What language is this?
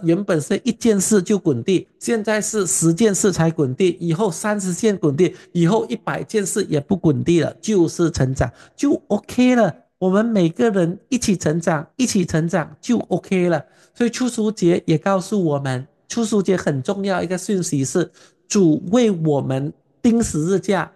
Chinese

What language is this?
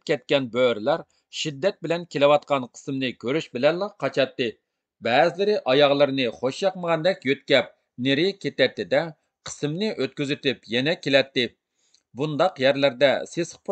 Uyghur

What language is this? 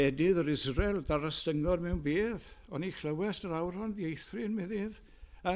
Welsh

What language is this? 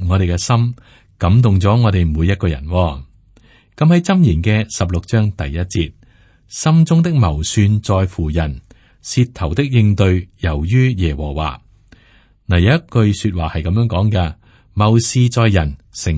Cantonese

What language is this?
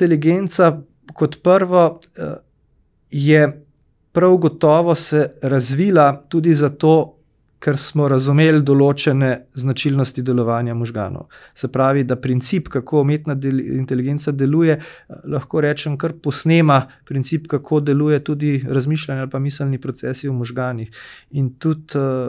Slovenian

